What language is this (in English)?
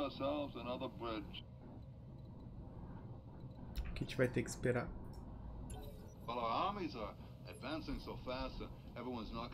Portuguese